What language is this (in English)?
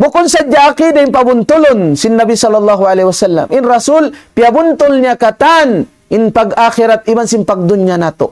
Tausug